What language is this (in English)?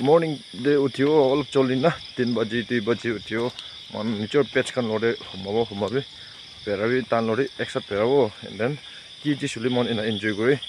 Naga Pidgin